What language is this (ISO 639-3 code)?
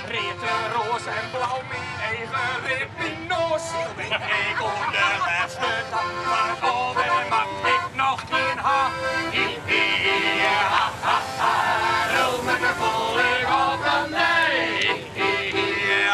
fry